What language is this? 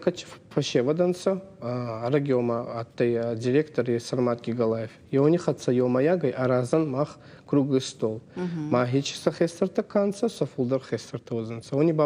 Ossetic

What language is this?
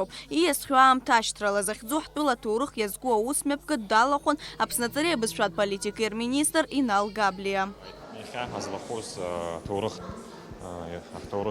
Abkhazian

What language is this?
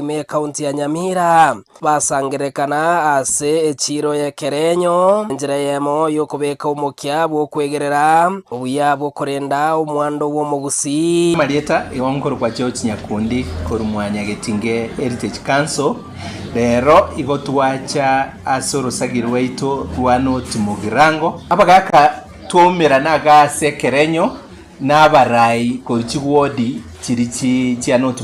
Gusii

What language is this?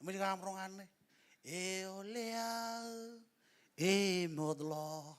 Marshallese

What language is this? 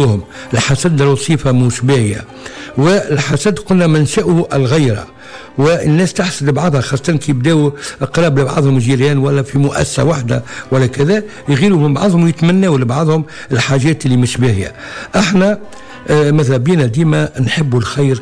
Tunisian Arabic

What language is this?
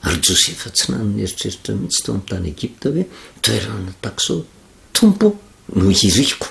Malagasy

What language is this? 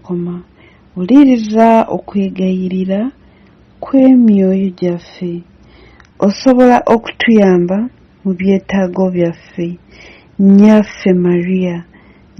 Ganda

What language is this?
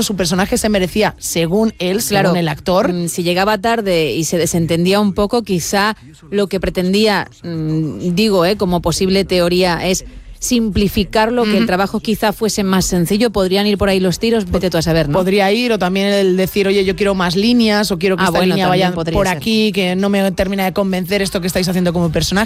Spanish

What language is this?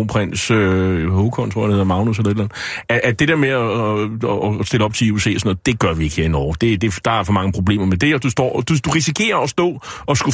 Danish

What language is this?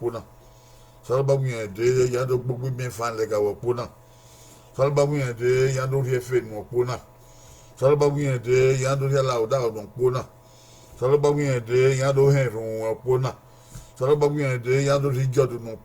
Bini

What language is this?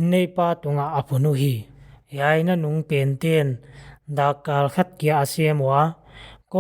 Paite Chin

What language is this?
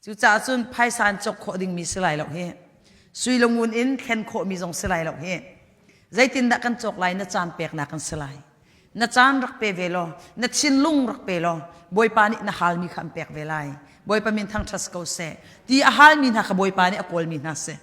Hakha Chin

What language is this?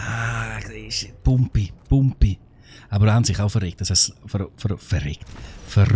Swiss German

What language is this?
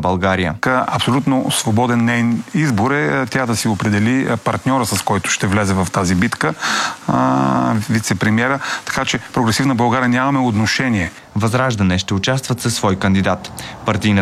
Bulgarian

